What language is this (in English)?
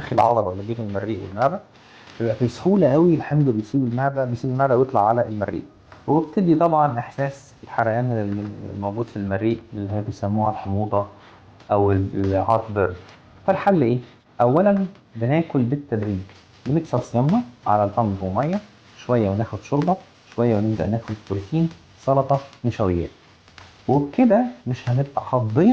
Egyptian Arabic